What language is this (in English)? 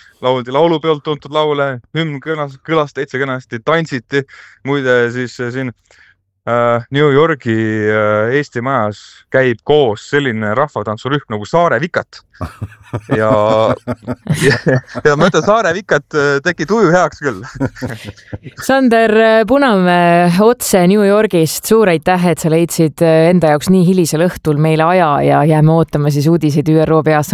Estonian